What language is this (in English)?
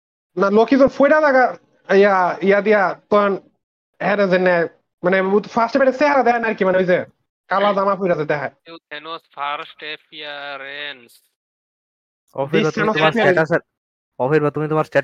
Bangla